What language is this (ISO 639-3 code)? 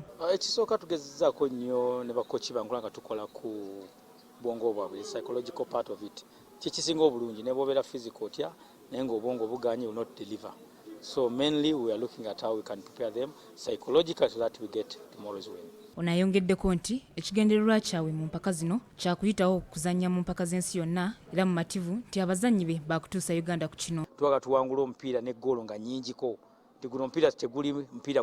lug